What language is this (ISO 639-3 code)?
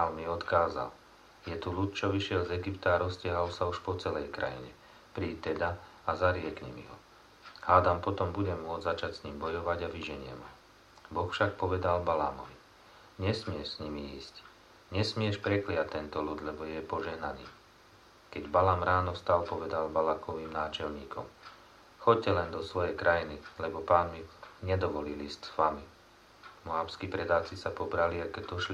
slk